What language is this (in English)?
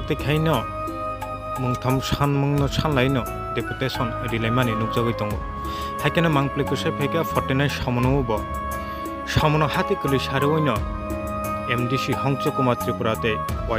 Kok Borok